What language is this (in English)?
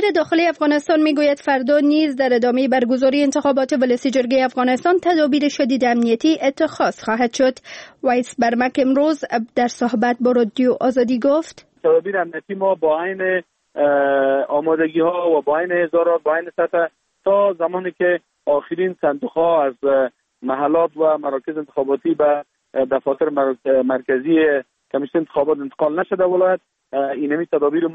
Persian